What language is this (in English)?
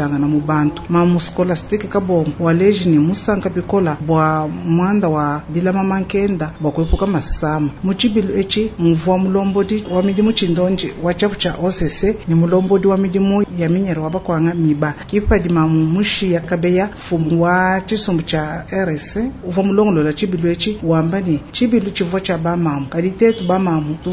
Luba-Lulua